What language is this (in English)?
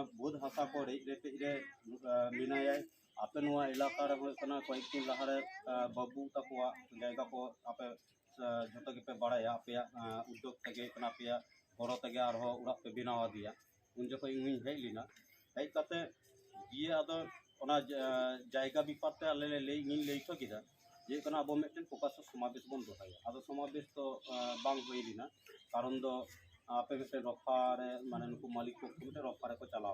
Santali